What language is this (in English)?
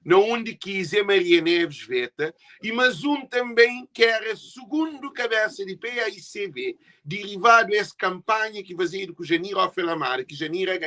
Kabuverdianu